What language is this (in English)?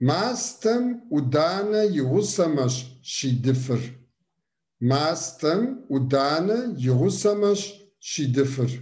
Kabardian